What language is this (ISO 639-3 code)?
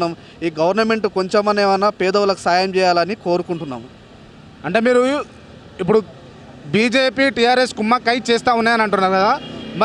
tel